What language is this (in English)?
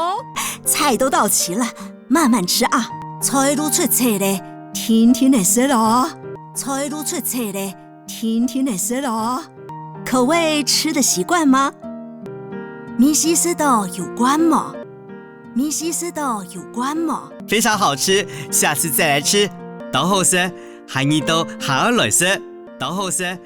Hakka Chinese